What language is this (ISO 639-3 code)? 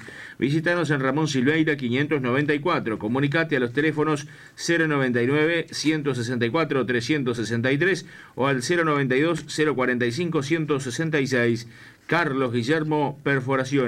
spa